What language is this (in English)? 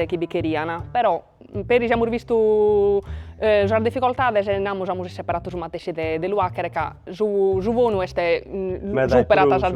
Sardinian